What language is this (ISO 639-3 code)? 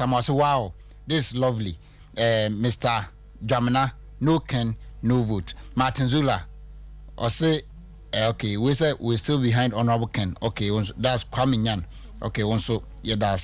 aka